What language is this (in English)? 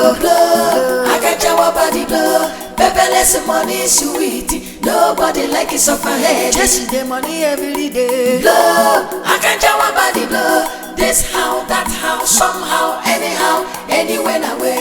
Nigerian Pidgin